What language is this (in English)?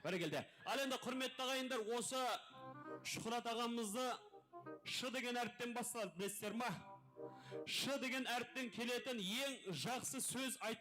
Kara-Kalpak